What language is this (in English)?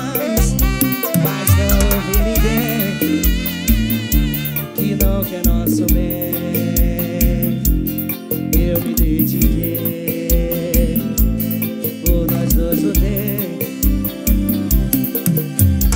Portuguese